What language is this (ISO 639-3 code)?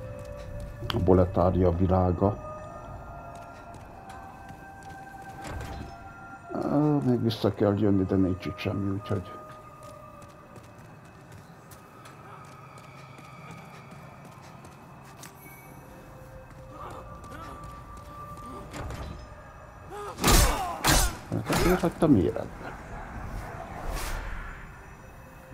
hun